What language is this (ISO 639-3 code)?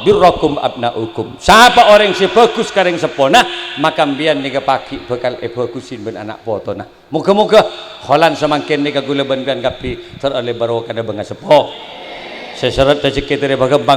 mad